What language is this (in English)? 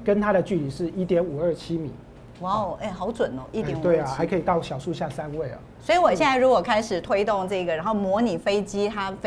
Chinese